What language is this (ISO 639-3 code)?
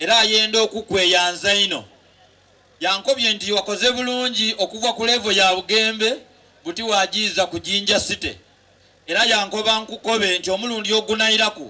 xog